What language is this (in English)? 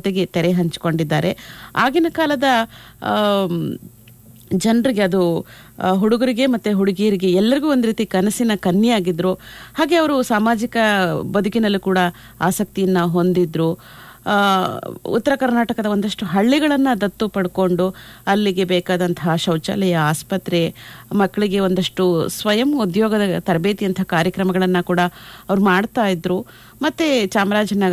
Kannada